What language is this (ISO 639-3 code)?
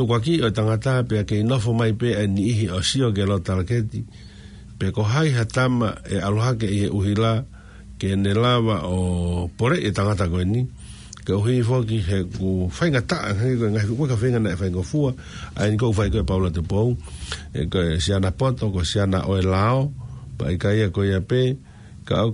ton